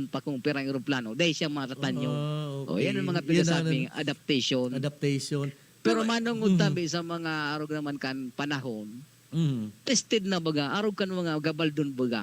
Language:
Bikol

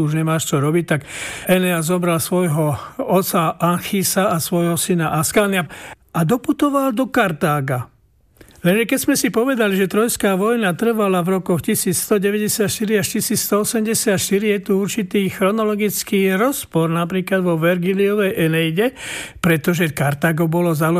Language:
Slovak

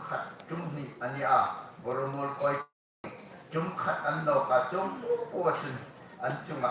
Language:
Hmar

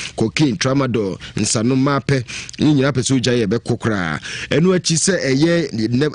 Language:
Akan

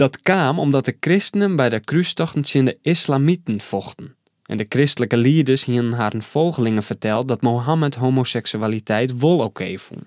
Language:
Western Frisian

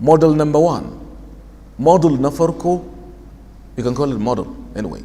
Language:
Hausa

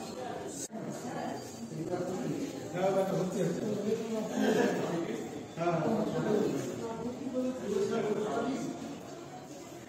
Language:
Bangla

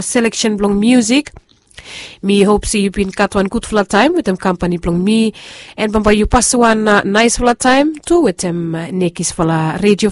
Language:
Bislama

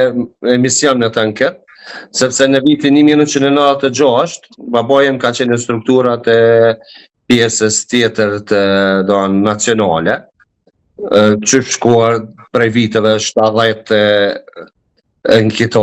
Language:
Albanian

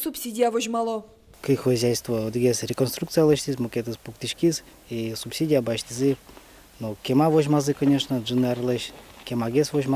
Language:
Udmurt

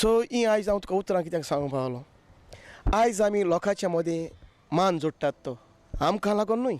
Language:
Konkani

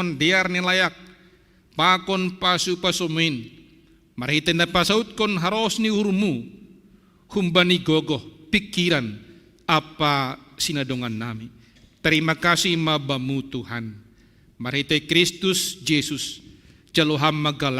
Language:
Batak Simalungun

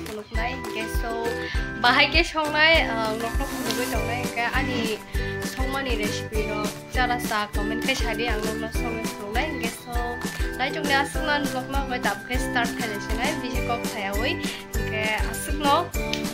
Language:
Kok Borok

